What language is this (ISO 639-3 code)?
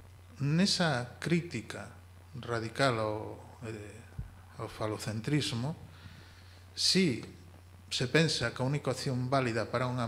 glg